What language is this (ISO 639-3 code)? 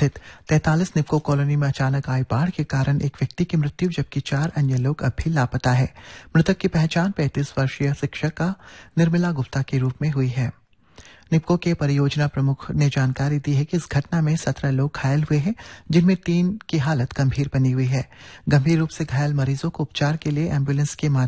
hin